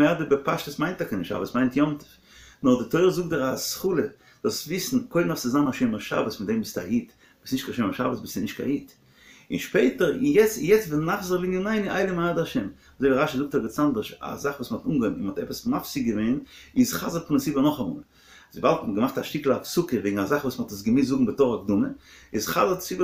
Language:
Yiddish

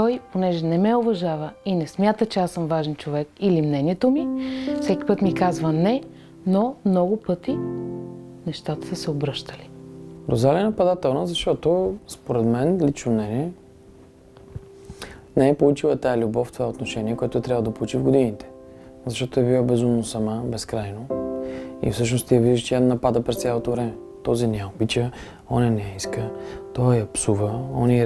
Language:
Bulgarian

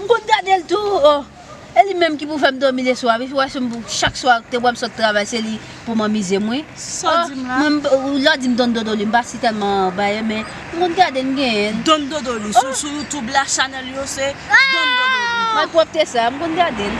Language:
Haitian Creole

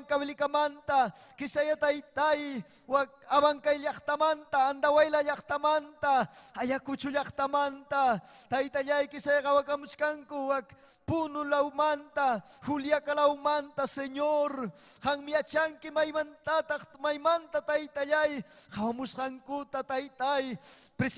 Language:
Ayacucho Quechua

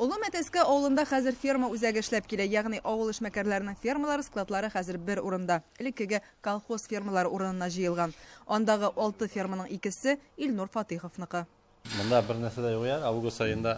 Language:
Tatar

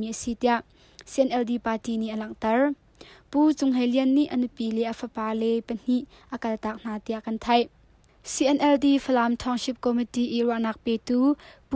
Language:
Hakha Chin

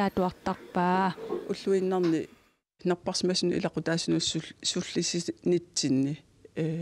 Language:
Kalaallisut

